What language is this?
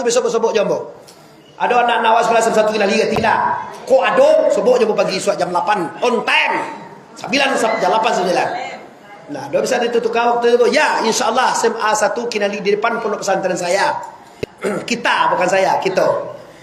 Minangkabau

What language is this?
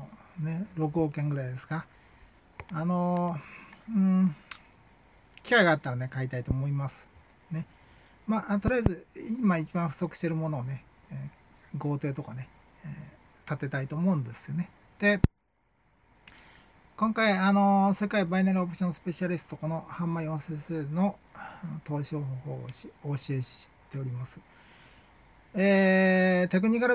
Japanese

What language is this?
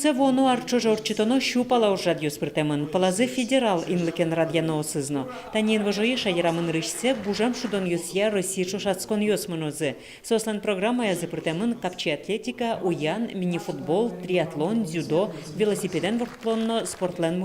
Udmurt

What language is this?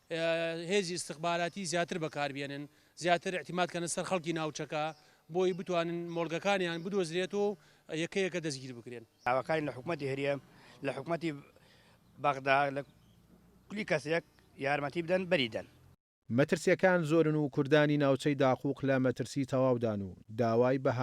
Central Kurdish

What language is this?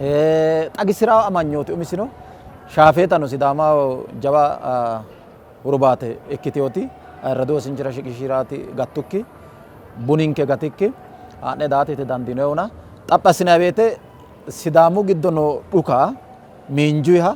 Sidamo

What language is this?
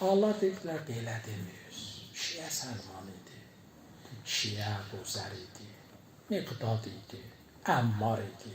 Azerbaijani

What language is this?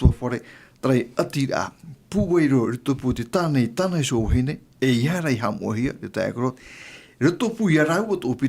Tahitian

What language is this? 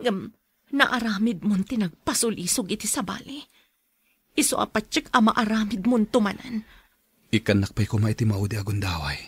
Iloko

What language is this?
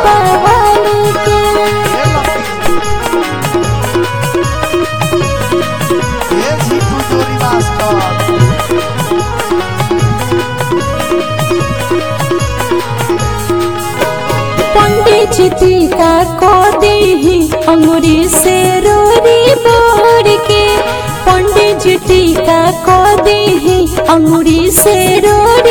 Bhojpuri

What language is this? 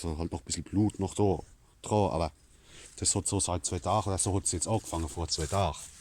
Palatine German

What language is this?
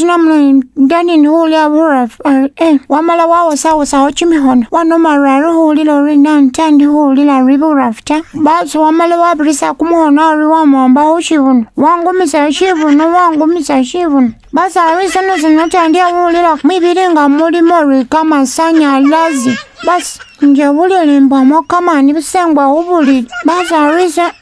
Masaaba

